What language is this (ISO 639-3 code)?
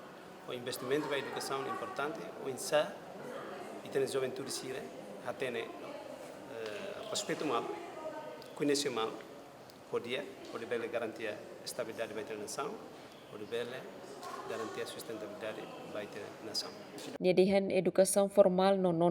tet